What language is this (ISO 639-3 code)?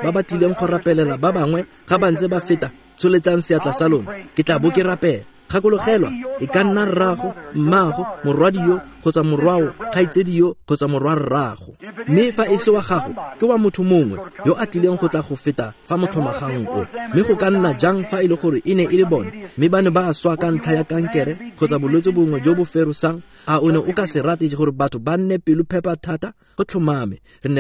tsn